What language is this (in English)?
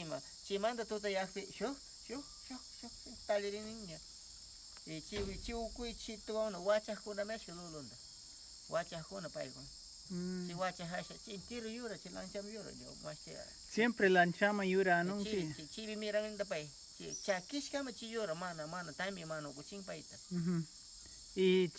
Northern Pastaza Quichua